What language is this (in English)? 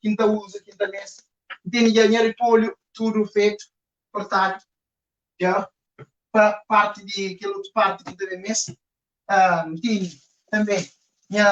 Kabuverdianu